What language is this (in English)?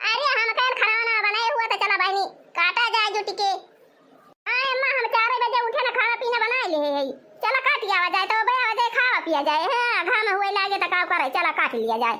Awadhi